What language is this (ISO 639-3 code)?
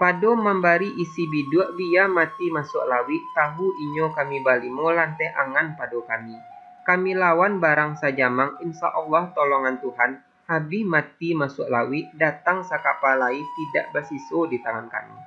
min